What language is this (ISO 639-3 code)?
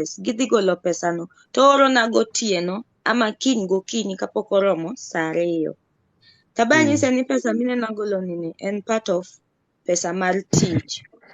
luo